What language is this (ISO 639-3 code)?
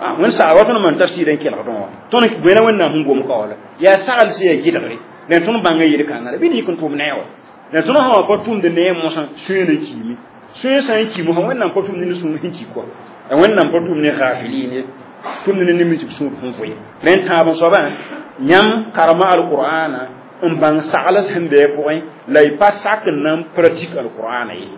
mos